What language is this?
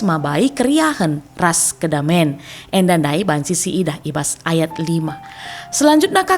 Batak Karo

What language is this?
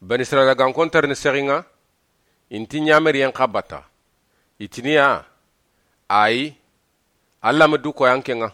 Soninke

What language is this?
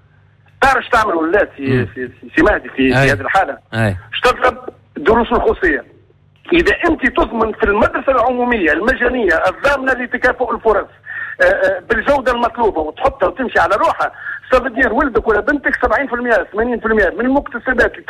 Tunisian Arabic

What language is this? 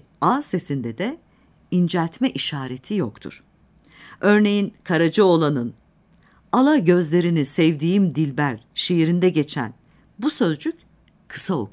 Turkish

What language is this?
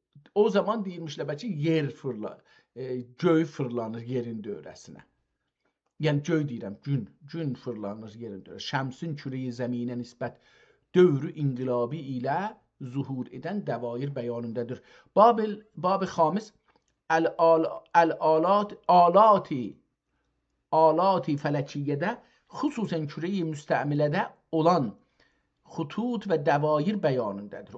South Azerbaijani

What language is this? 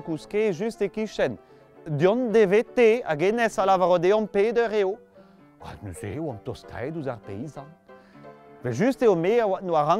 Breton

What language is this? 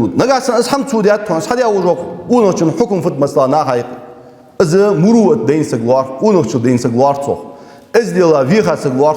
Ingush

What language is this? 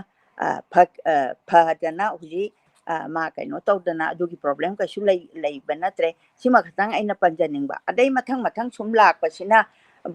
Manipuri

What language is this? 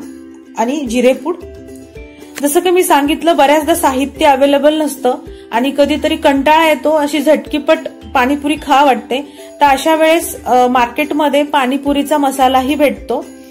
Marathi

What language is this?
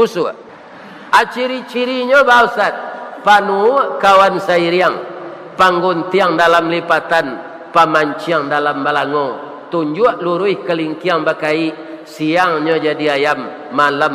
Minangkabau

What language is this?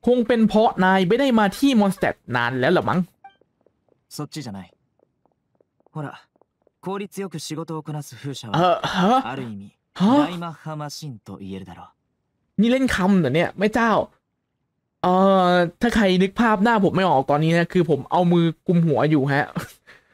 Thai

